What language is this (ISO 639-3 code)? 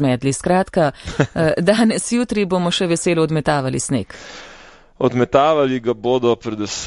slv